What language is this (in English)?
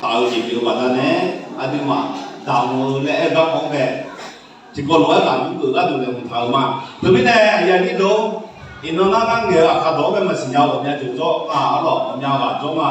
Akha